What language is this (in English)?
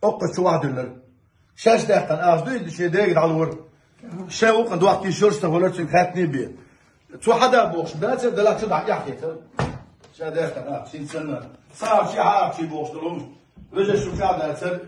Chechen